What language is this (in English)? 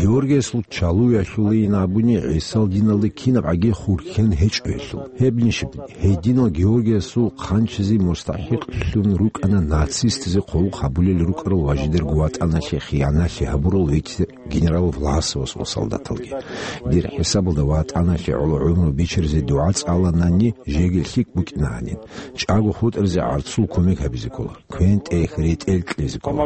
Avaric